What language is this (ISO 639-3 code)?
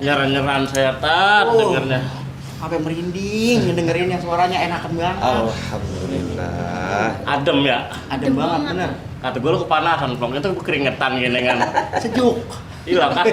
bew